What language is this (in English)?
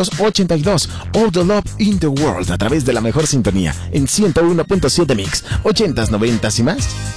Spanish